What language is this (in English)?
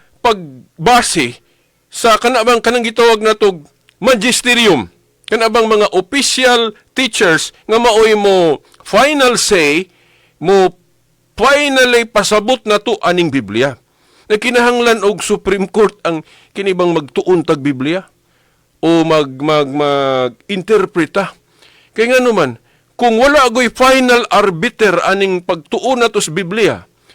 Cebuano